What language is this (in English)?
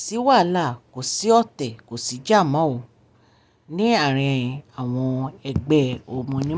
Yoruba